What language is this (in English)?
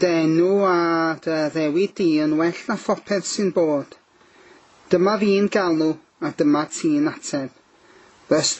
Welsh